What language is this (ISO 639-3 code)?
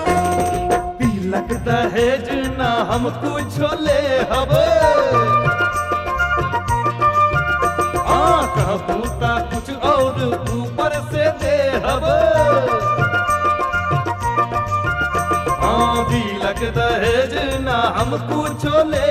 bho